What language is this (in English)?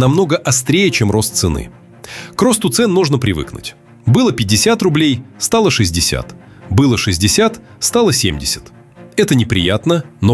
Russian